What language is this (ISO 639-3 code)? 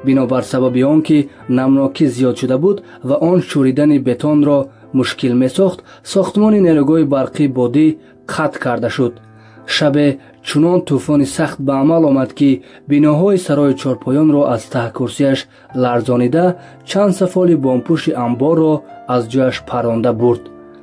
tgk